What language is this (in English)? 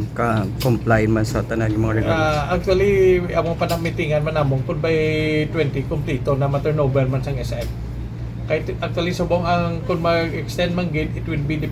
Hiligaynon